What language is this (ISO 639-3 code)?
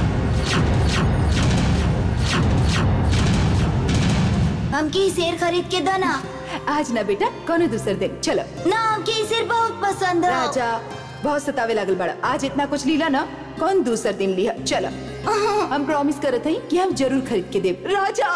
bho